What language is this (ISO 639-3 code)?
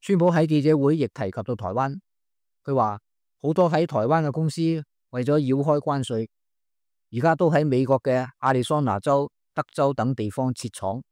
yue